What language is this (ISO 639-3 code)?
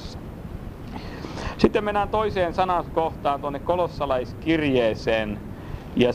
fin